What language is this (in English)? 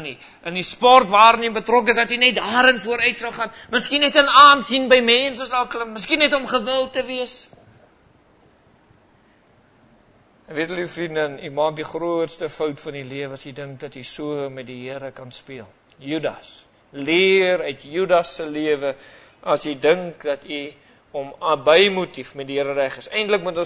Afrikaans